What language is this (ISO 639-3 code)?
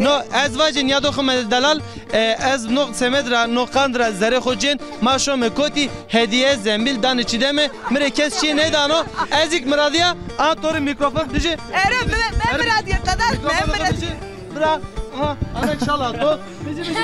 zza